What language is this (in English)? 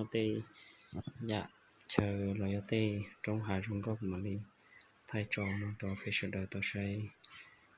Hmong